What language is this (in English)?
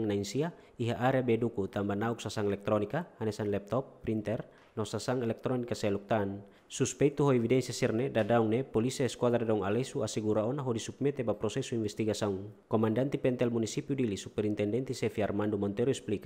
Tetum